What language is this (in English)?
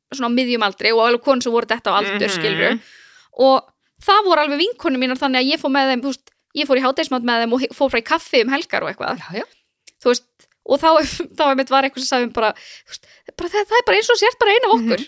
Icelandic